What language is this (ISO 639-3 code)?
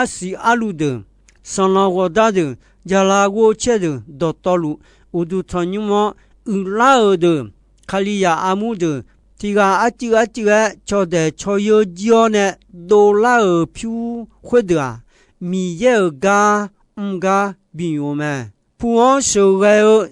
ahk